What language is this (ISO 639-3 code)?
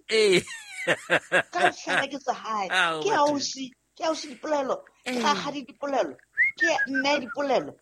sot